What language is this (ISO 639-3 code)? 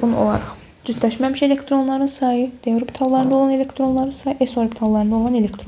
aze